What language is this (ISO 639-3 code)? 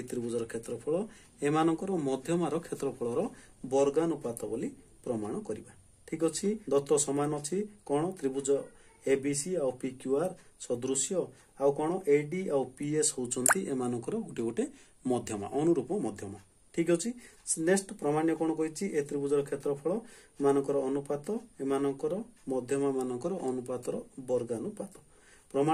ori